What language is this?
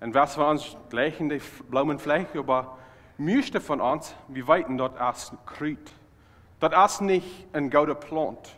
Plautdietsch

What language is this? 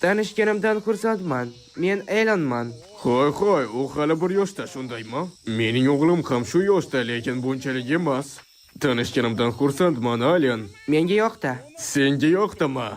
Uzbek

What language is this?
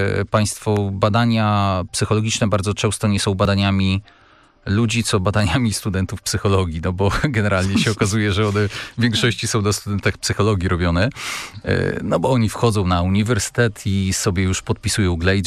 Polish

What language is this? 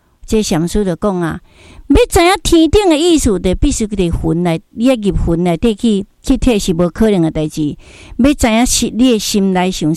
Min Nan Chinese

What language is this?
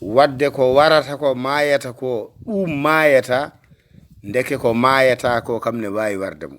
Fula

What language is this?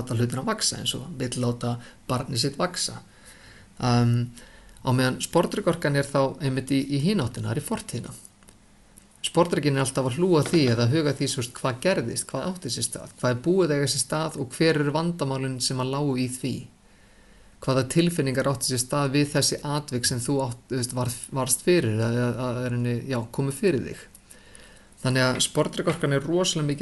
Icelandic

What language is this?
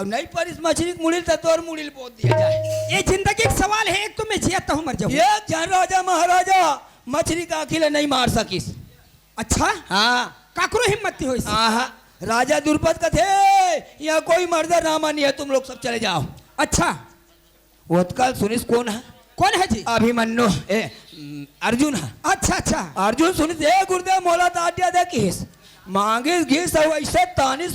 Chhattisgarhi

